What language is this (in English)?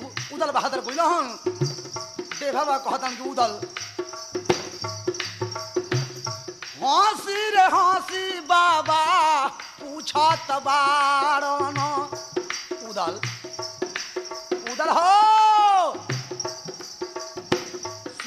Bhojpuri